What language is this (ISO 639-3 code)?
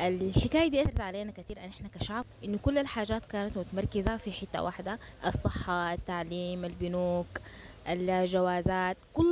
apd